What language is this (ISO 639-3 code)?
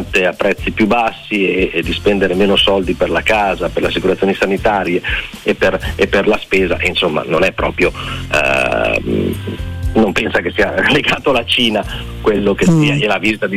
ita